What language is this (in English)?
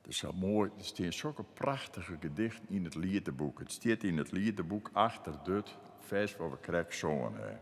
Western Frisian